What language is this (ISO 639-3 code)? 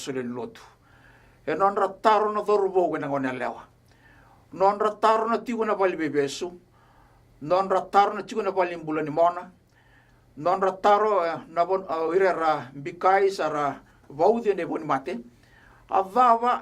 fij